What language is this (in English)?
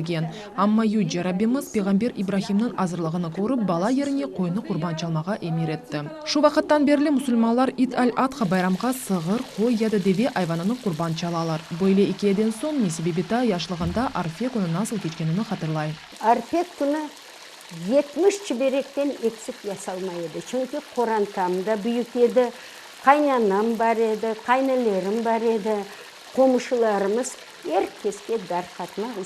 Crimean Tatar